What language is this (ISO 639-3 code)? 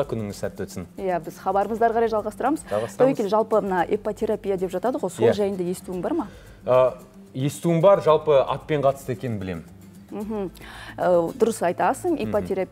kaz